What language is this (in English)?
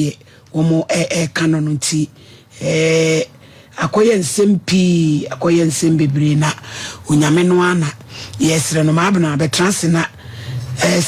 Akan